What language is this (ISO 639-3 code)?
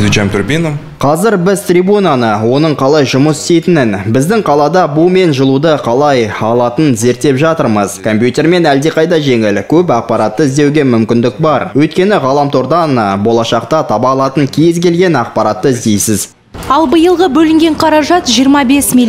kaz